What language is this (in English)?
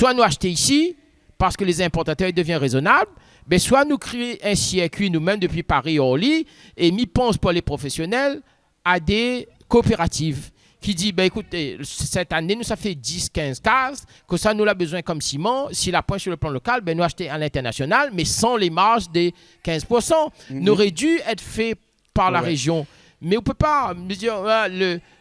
Réunion Creole French